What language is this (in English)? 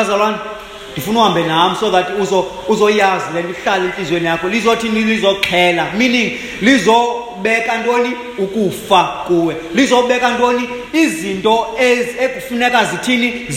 Xhosa